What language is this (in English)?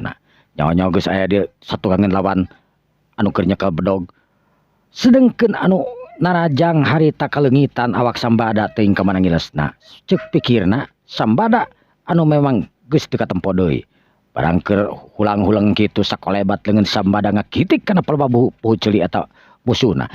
Sundanese